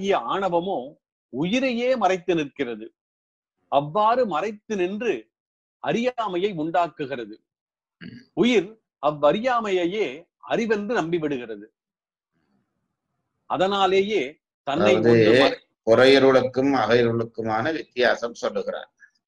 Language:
Tamil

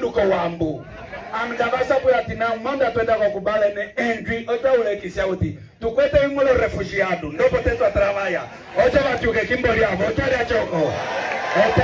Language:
Umbundu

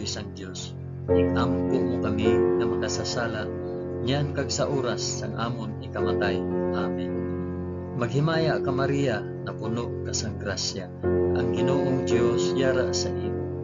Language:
Hiligaynon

